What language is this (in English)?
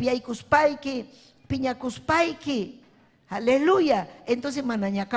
Ayacucho Quechua